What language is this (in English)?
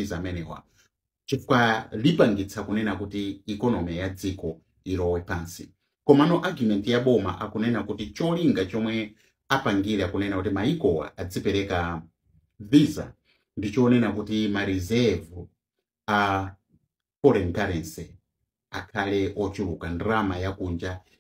Nyanja